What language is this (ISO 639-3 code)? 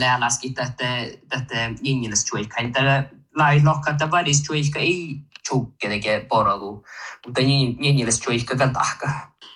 sme